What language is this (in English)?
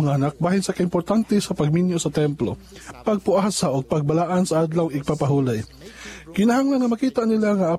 Cebuano